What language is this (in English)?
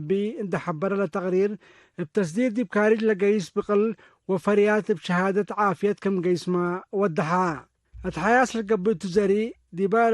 Tigre